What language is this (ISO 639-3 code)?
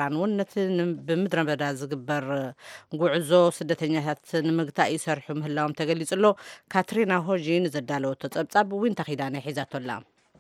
tir